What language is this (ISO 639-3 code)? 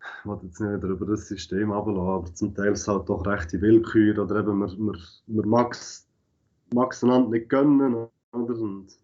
gsw